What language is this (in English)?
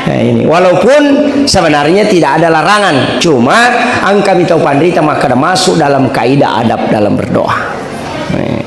Buginese